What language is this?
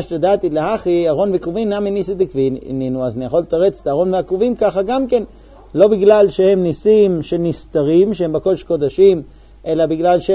Hebrew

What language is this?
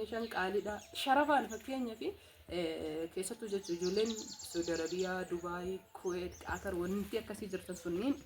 Oromo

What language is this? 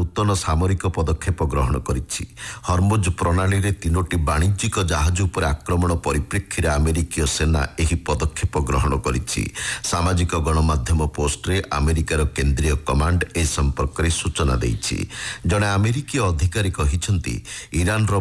Odia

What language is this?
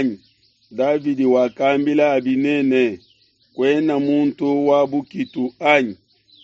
Luba-Lulua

